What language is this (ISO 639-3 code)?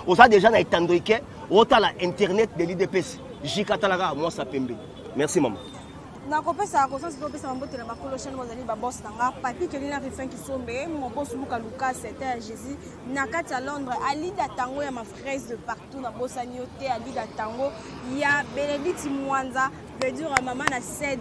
lin